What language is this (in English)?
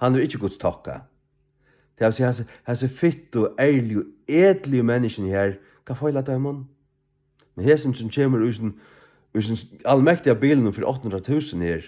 Faroese